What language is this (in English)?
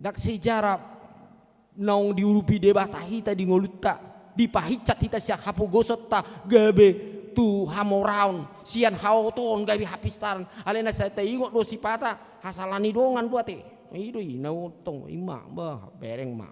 Batak Toba